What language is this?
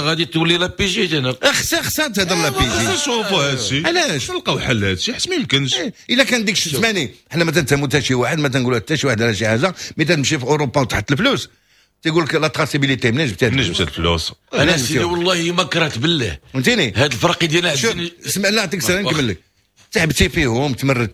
Moroccan Arabic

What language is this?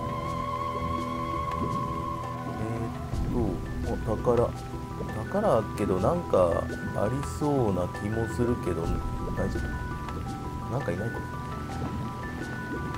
Japanese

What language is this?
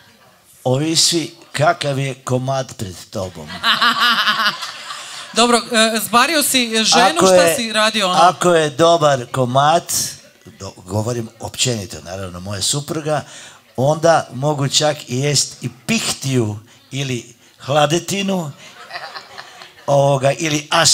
Croatian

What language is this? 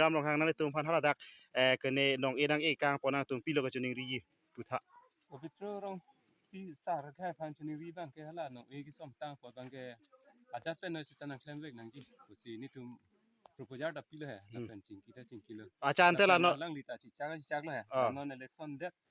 Karbi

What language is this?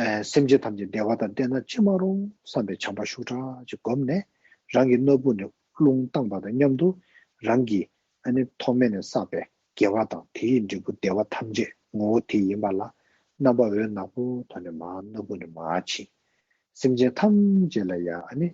Tibetan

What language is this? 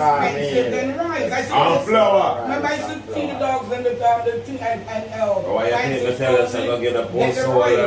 Jamaican Creole English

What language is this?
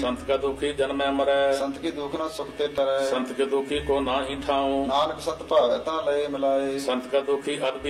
Punjabi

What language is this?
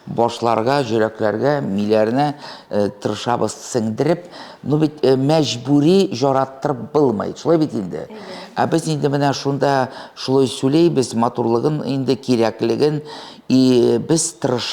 Tatar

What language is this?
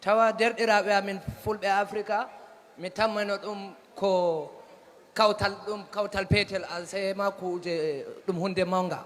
Fula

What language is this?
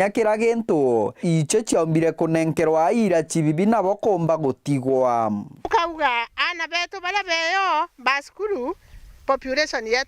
Meru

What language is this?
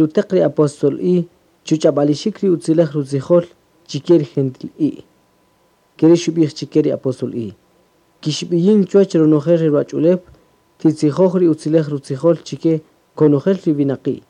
Kaqchikel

